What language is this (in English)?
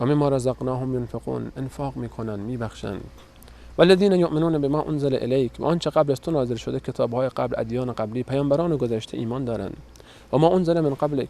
Persian